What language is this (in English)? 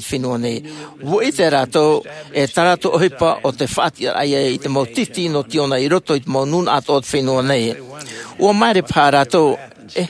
Tahitian